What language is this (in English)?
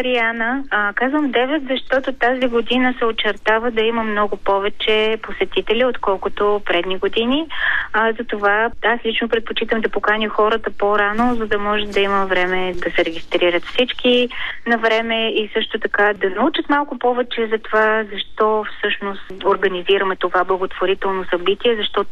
Bulgarian